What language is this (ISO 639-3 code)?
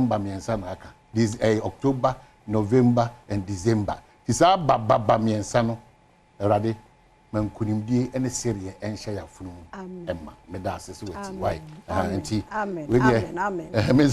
aka